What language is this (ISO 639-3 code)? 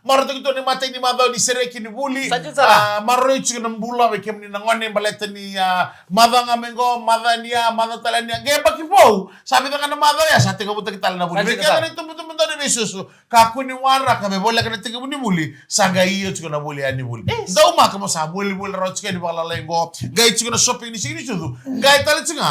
fij